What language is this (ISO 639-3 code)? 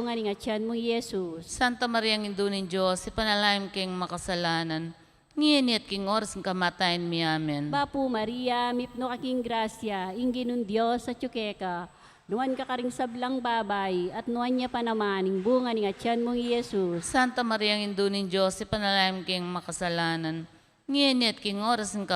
pam